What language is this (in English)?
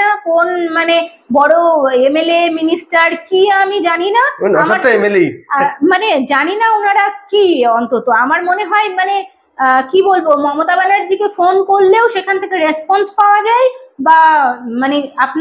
Bangla